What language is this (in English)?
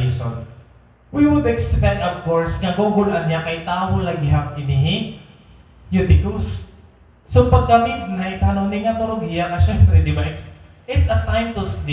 Waray